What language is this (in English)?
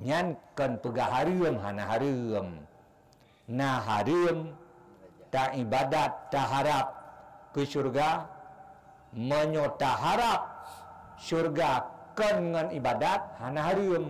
Achinese